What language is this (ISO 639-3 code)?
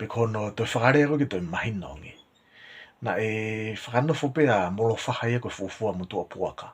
ton